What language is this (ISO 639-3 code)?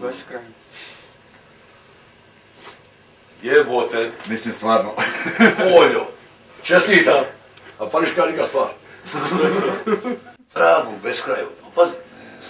hrv